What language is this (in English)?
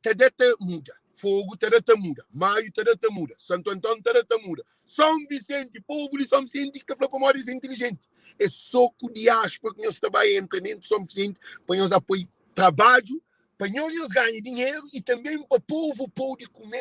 Kabuverdianu